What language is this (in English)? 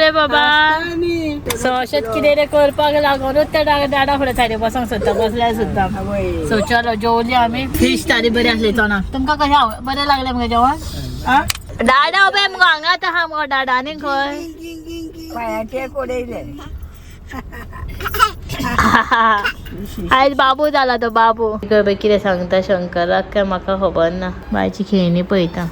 Konkani